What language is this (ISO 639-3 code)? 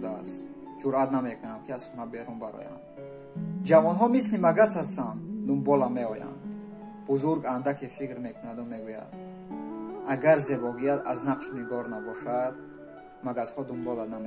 tgk